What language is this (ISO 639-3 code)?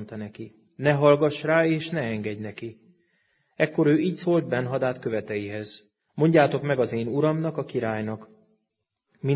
hun